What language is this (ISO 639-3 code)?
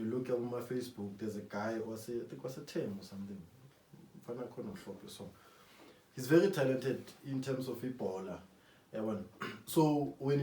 zul